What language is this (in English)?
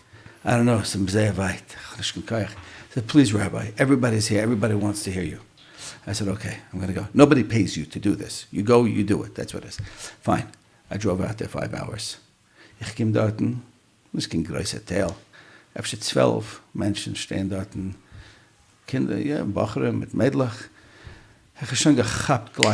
Yiddish